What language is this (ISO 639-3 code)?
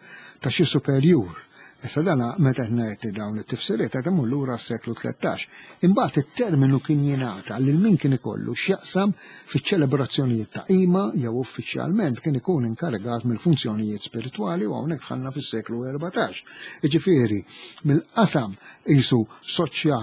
mlt